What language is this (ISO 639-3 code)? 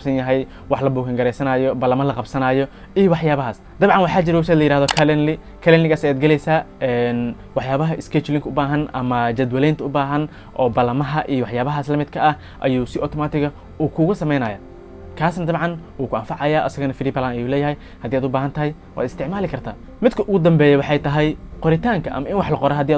som